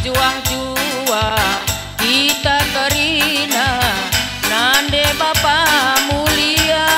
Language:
Batak Karo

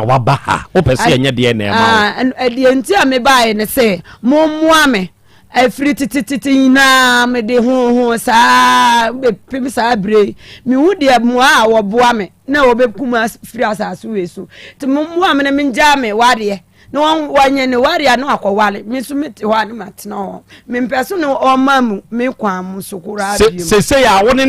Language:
Akan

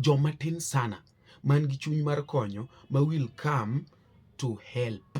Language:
Luo (Kenya and Tanzania)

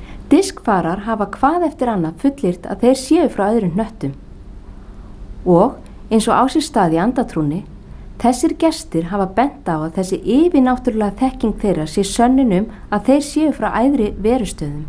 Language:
Icelandic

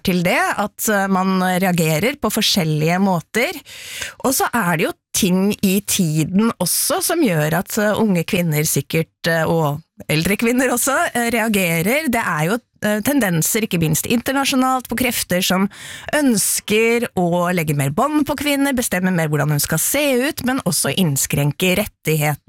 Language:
Norwegian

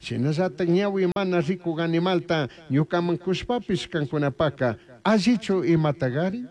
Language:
Chimborazo Highland Quichua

